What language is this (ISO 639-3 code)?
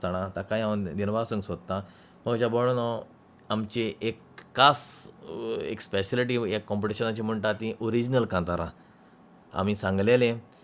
kok